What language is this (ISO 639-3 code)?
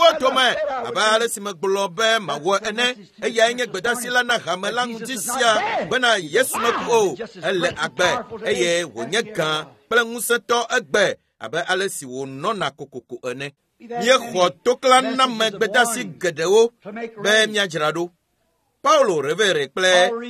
ewe